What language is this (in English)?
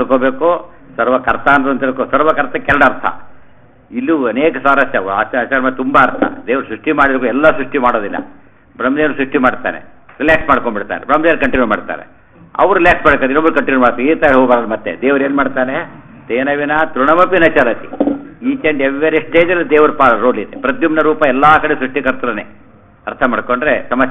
Kannada